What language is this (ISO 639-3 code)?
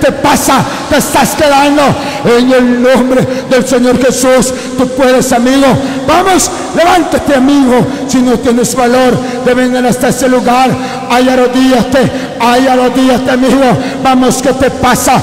spa